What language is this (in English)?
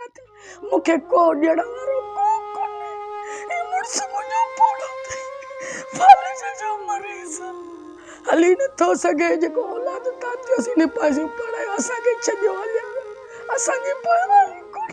Sindhi